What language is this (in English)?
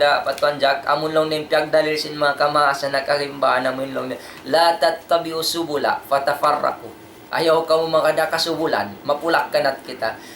Tausug